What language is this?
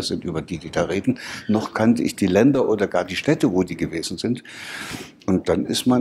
German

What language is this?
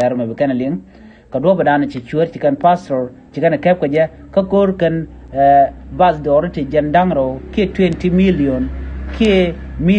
Nuer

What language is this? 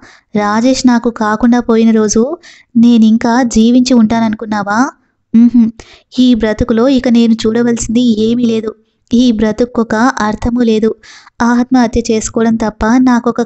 Telugu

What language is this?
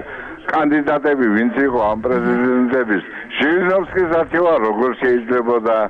Georgian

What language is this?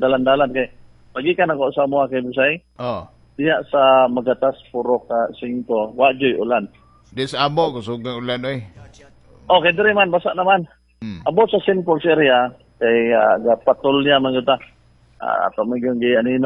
Cebuano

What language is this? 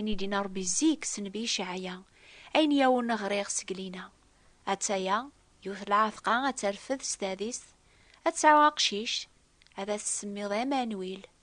Kabyle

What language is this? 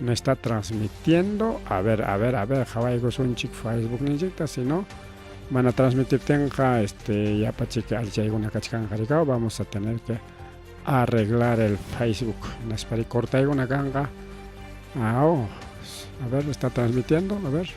Ayacucho Quechua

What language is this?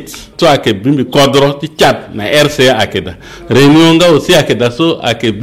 Sango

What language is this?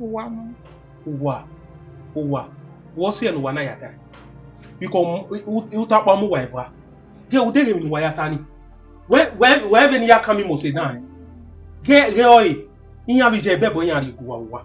Bini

